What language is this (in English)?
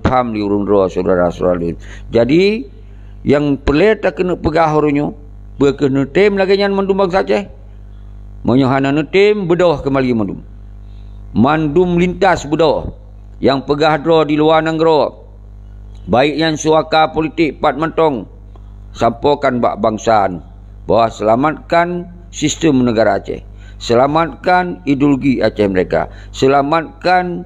Achinese